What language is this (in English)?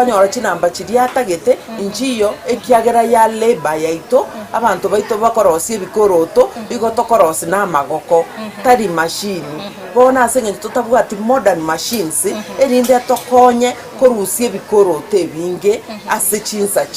Gusii